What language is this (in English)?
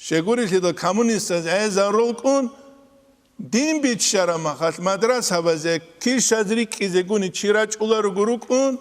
Avaric